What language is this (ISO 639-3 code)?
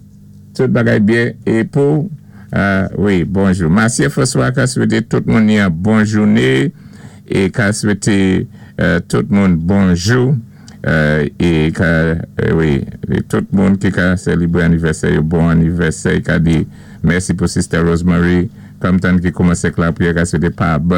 acf